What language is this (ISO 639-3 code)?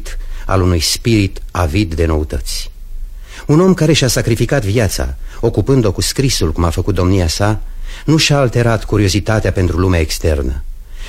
ron